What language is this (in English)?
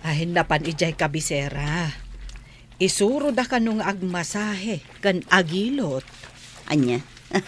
Iloko